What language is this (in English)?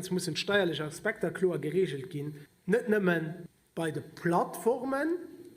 Luxembourgish